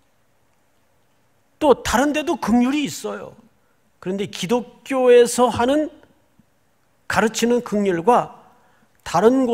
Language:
Korean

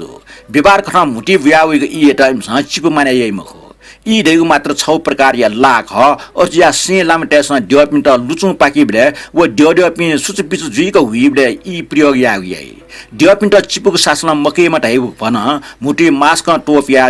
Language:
Newari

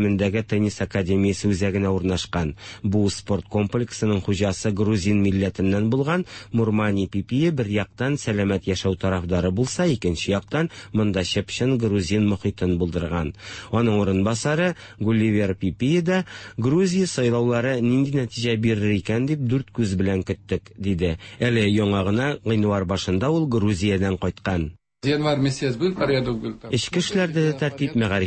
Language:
Tatar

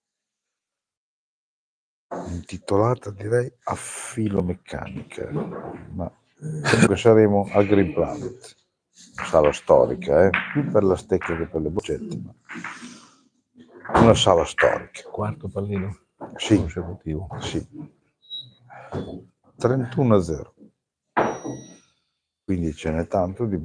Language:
Italian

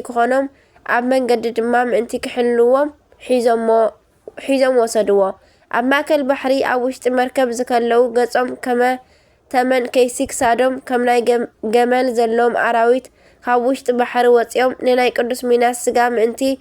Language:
Tigrinya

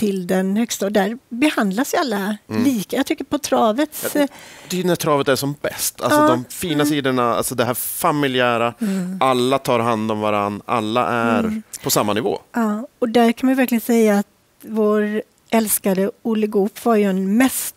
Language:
Swedish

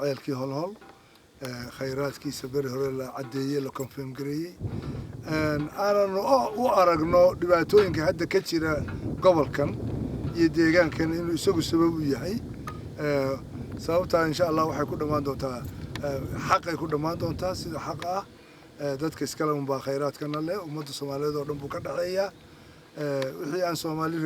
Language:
Somali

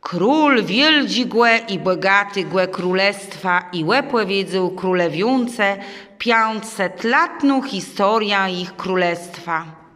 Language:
Kashubian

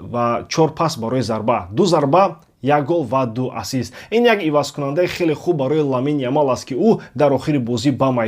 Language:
Tajik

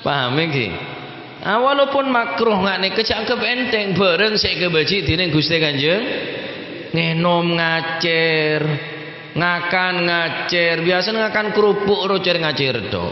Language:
Madurese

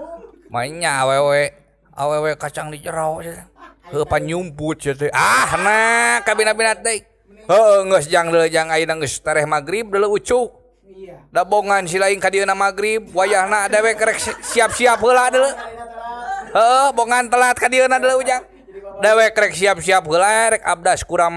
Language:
Sundanese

